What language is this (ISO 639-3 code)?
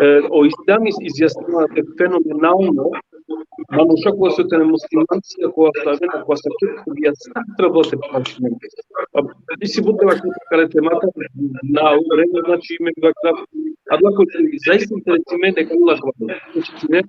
rmn